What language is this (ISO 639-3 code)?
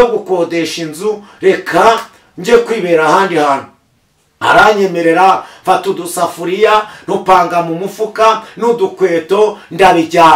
kin